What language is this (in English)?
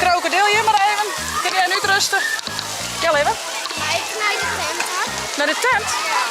Western Frisian